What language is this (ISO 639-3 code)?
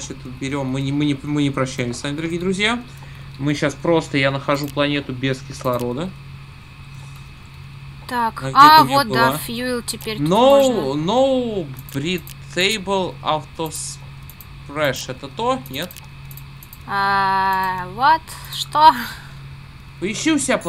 rus